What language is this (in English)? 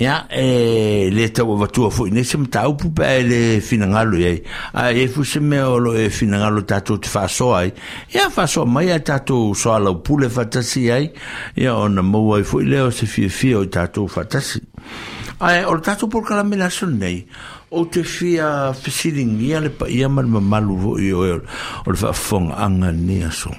Samoan